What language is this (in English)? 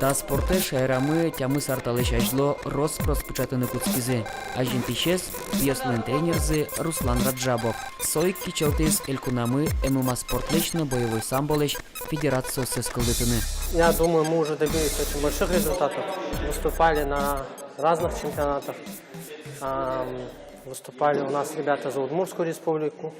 Udmurt